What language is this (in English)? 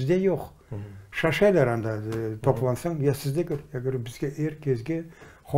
Crimean Tatar